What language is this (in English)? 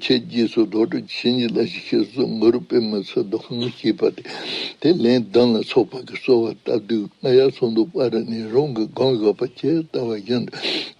Tibetan